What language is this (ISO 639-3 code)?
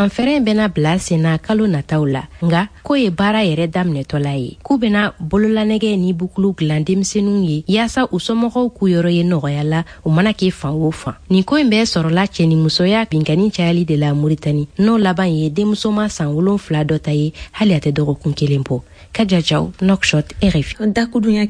bam